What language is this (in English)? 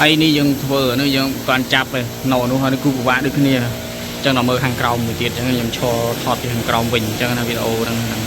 Khmer